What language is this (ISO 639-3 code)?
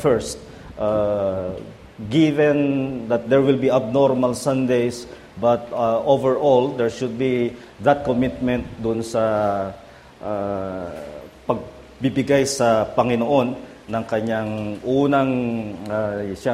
fil